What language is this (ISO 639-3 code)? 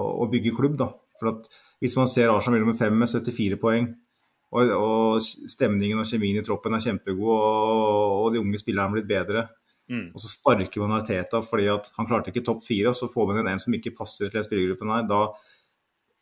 nor